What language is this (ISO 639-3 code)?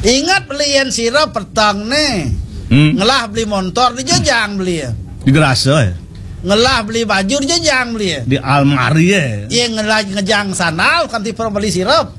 ban